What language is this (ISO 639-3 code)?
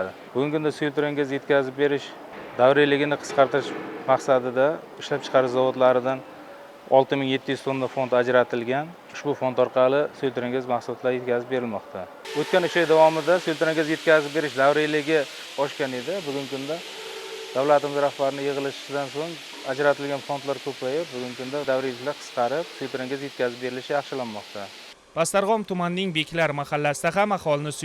uzb